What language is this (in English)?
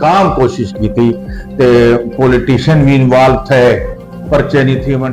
Saraiki